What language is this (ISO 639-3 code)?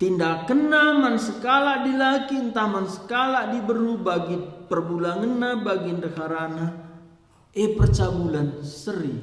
btx